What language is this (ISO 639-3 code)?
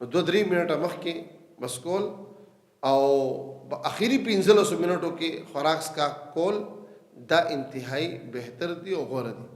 pus